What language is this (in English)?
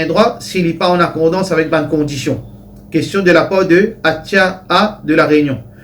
Morisyen